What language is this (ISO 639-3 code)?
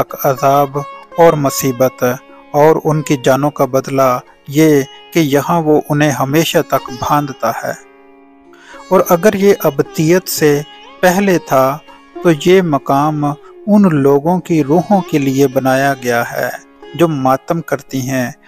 urd